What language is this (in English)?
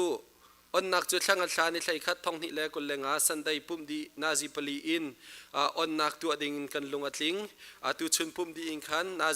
Hakha Chin